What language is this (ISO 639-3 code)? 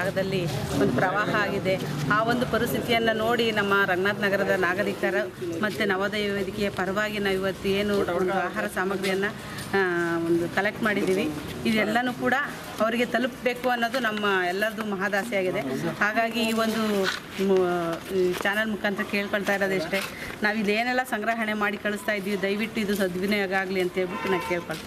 kan